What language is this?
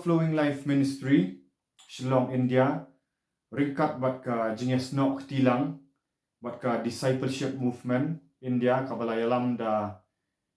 Khasi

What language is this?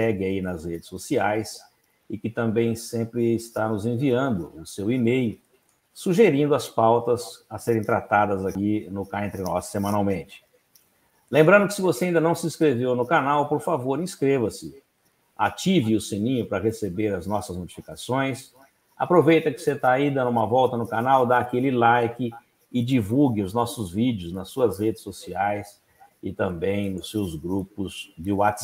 Portuguese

